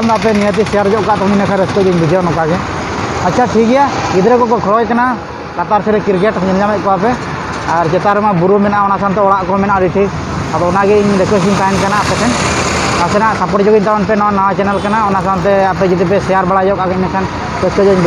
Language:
Santali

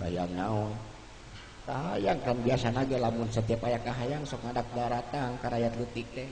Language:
Sundanese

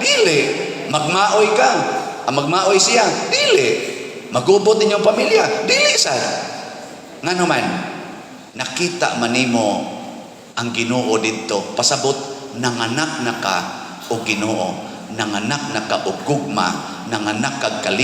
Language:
Cebuano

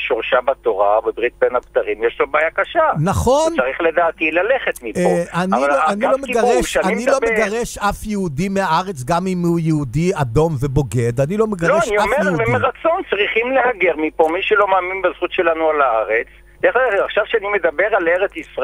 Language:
Hebrew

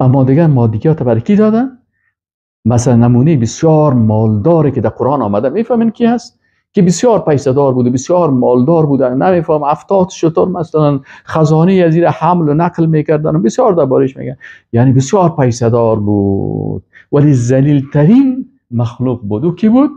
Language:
Persian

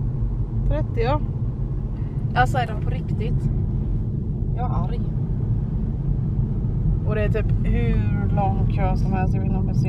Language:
Swedish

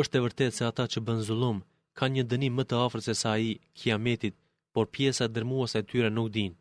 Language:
Albanian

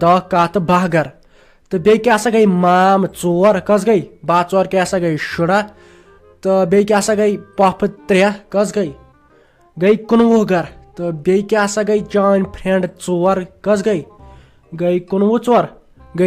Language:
Kashmiri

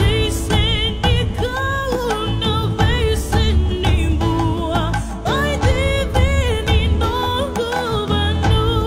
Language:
Fijian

